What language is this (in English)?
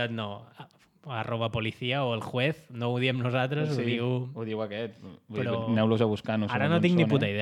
Catalan